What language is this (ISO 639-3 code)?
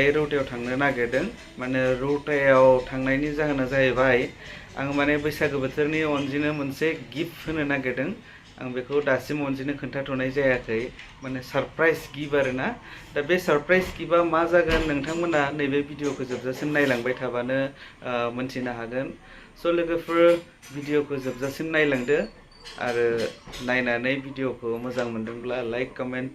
brx